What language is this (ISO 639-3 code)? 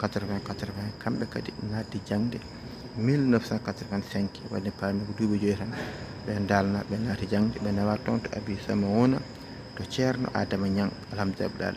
ful